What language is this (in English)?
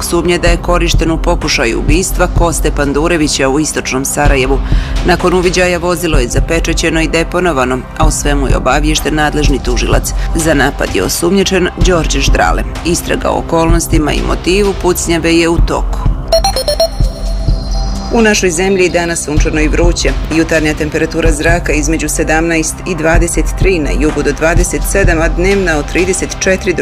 Bosnian